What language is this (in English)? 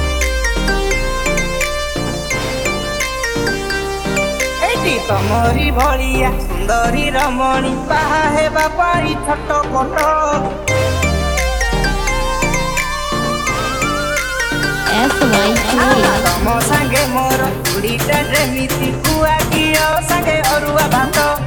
Odia